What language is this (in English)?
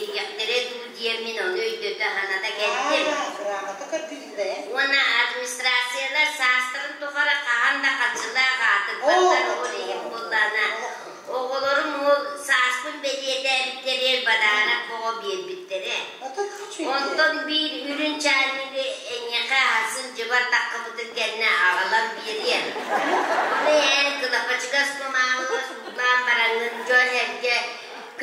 Yakut